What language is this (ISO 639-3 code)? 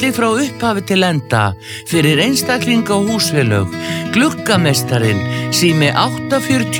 isl